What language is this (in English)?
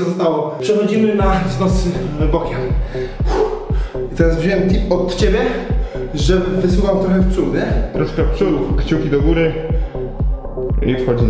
Polish